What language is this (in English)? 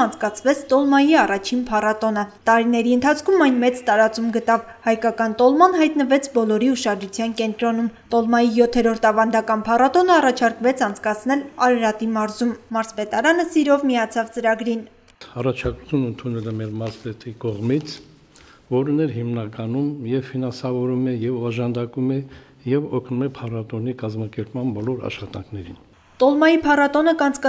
Armenian